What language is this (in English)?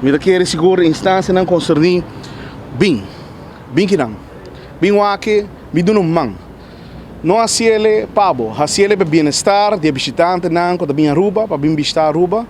Papiamento